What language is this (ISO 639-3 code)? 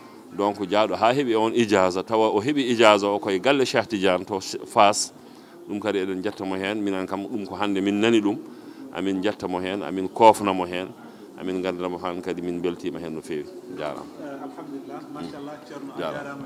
ful